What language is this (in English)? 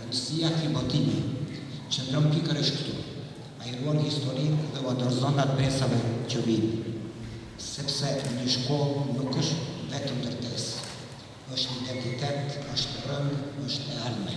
Albanian